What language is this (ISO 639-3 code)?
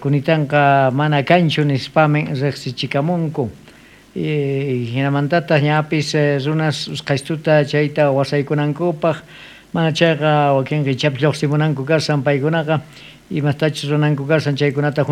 quh